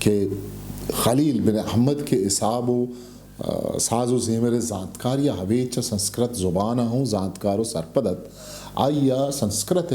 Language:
Eastern Balochi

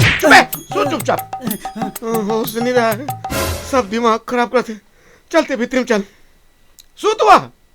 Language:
Chhattisgarhi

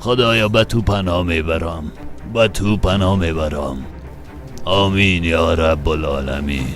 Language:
Persian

